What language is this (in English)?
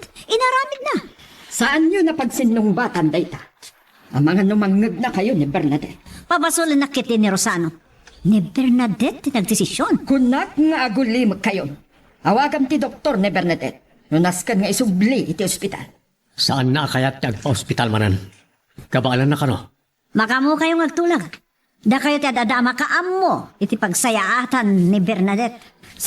Iloko